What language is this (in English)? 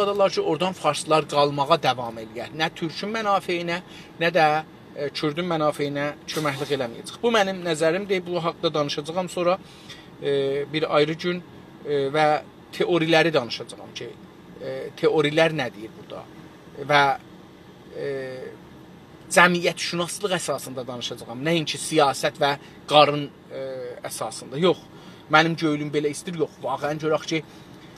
South Azerbaijani